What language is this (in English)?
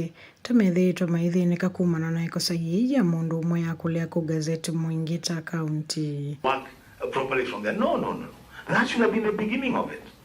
Kamba